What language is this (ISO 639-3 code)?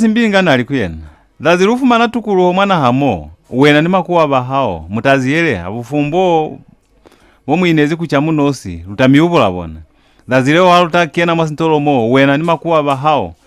loz